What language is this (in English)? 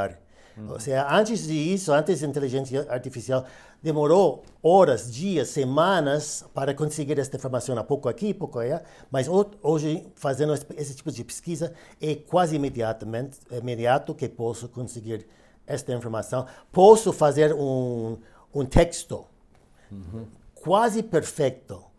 Portuguese